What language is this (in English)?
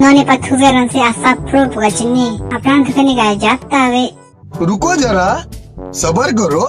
Karbi